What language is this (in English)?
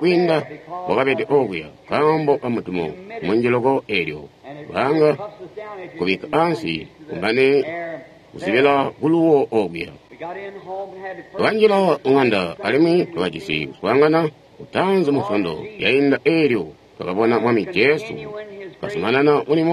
Tonga (Zambia)